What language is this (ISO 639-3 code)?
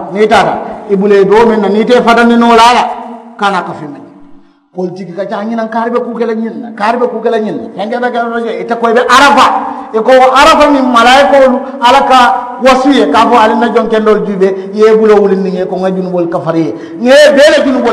man